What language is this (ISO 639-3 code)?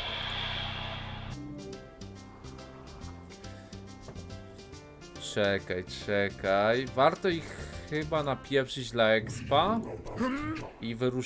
pol